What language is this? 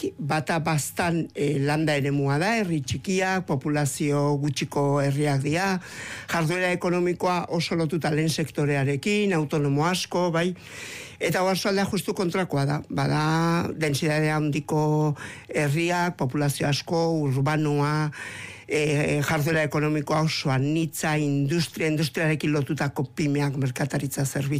Basque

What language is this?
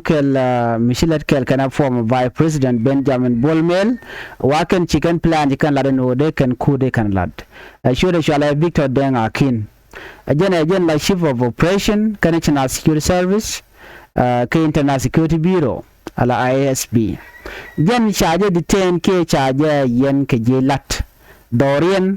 Nuer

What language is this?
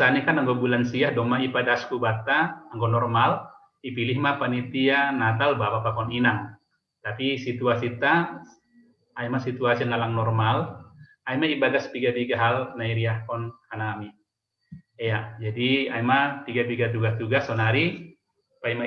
Batak Simalungun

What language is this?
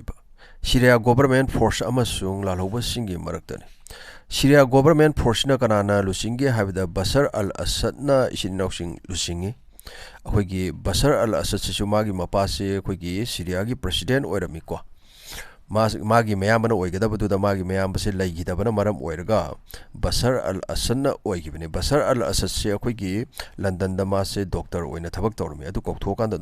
Manipuri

